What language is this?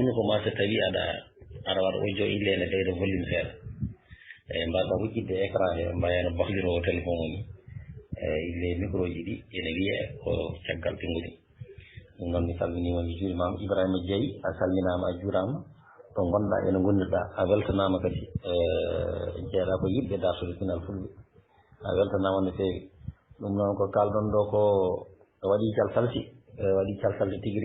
Fula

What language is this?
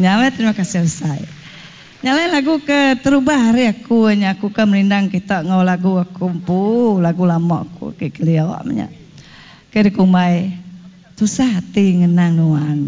Iban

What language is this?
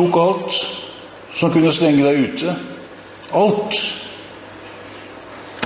Norwegian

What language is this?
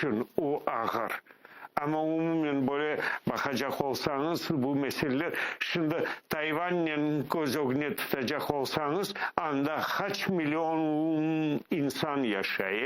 Crimean Tatar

